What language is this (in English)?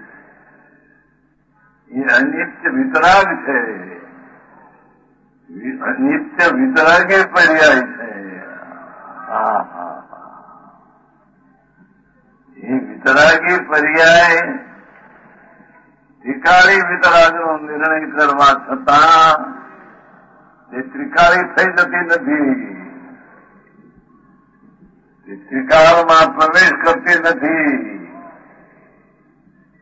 Gujarati